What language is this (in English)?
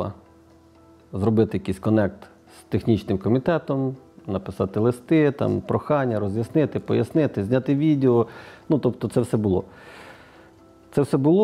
Ukrainian